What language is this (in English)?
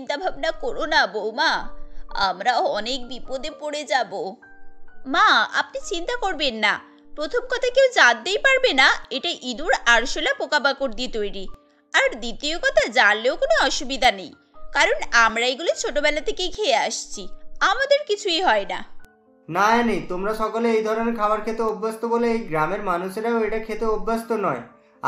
Bangla